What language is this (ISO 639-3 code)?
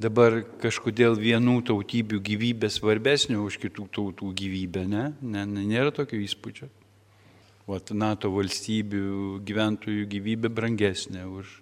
lit